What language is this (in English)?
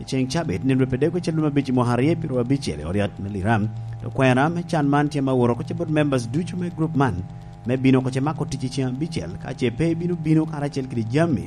Lango (Uganda)